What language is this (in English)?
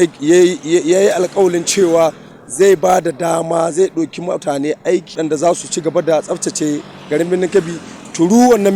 Hausa